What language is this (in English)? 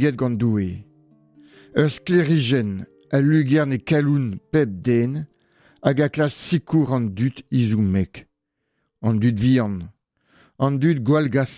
Breton